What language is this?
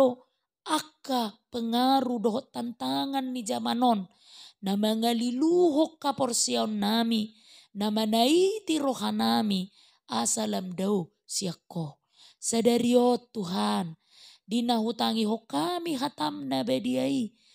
Batak Toba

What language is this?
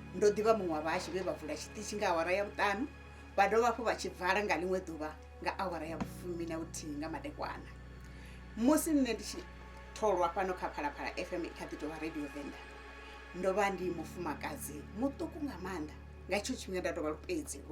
Venda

